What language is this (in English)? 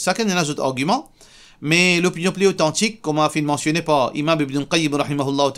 Morisyen